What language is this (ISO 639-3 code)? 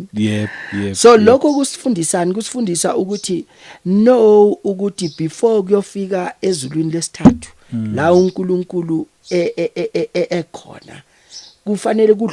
zul